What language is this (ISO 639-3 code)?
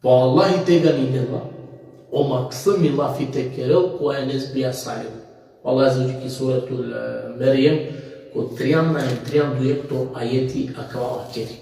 rmn